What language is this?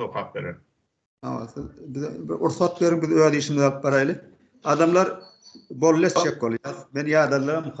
Turkmen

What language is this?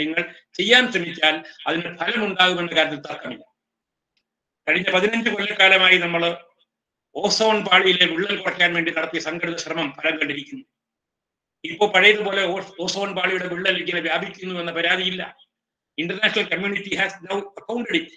Malayalam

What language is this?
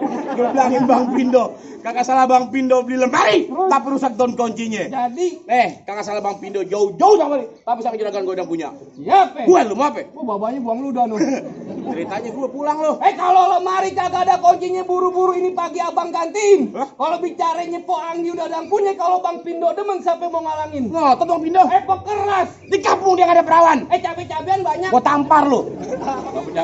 Betawi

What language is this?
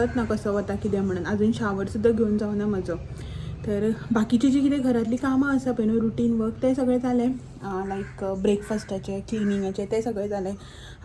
Konkani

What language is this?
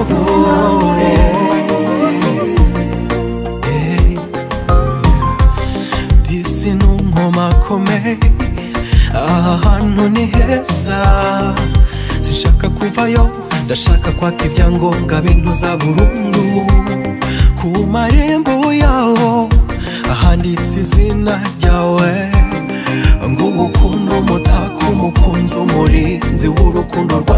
Kinyarwanda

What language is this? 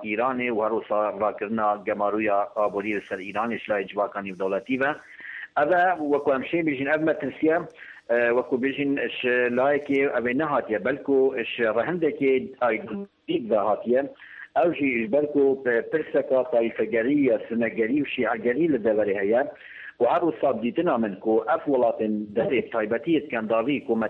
Kurdish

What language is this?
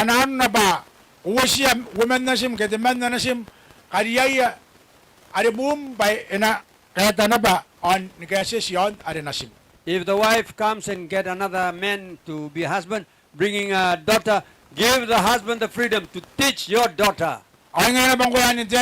Gilbertese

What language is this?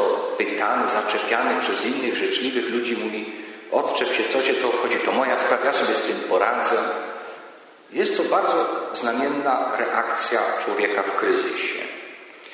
Polish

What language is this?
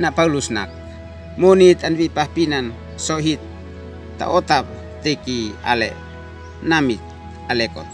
Uab Meto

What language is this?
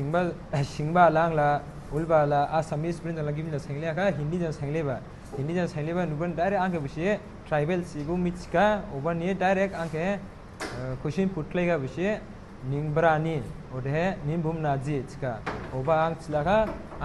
Dimasa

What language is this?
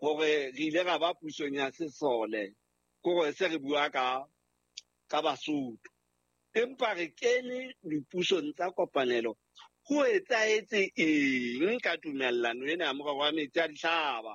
Southern Sotho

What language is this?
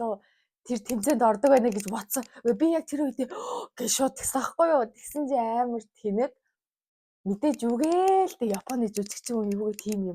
Mongolian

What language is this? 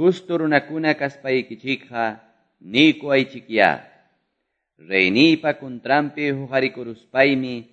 Quechua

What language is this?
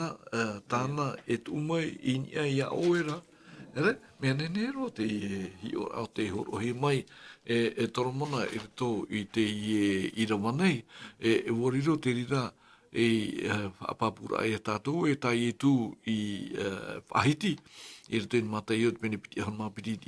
Tahitian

